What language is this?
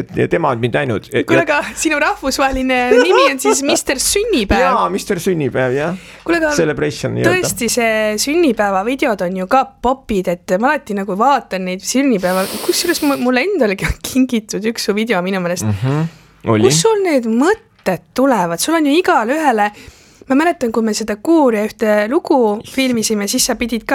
Estonian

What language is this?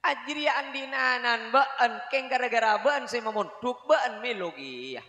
Madurese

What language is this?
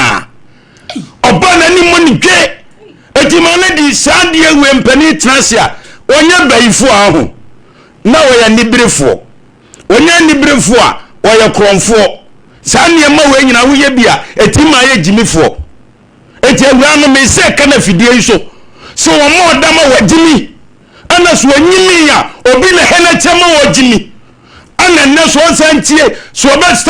Akan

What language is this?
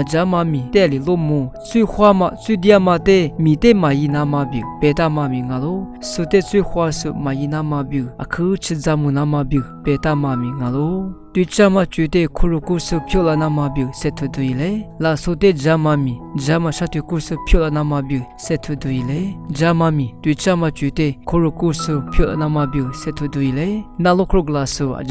Lisu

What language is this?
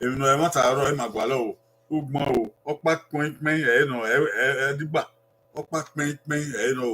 Bini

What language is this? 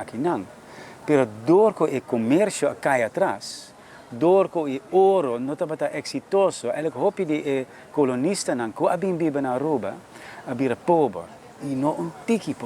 Papiamento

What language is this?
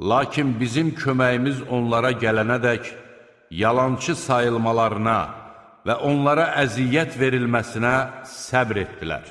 Azerbaijani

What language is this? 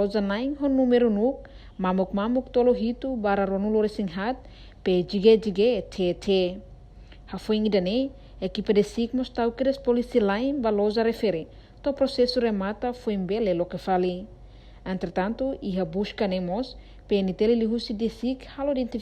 Tetum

